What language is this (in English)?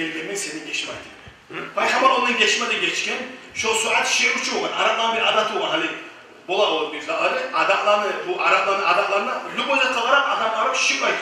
Kumyk